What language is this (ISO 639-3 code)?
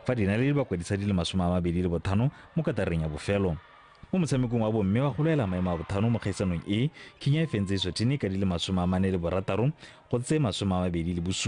tsn